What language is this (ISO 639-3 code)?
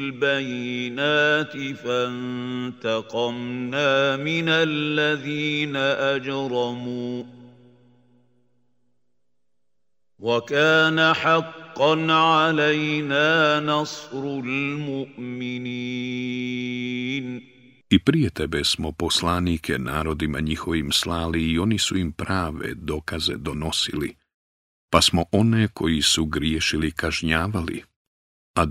bos